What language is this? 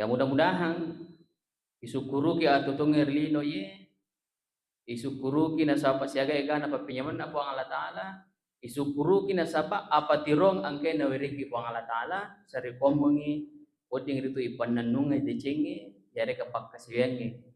Buginese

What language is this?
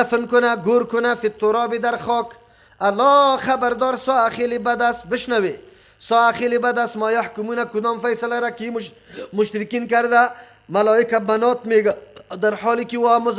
Persian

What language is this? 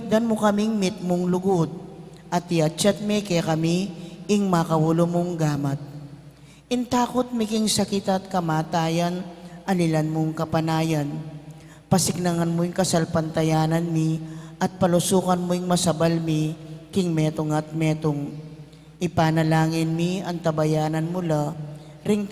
Pampanga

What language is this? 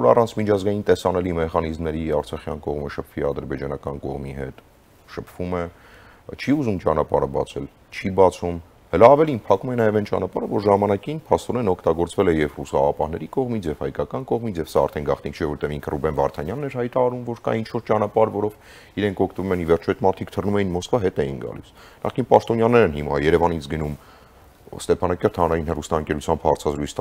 Armenian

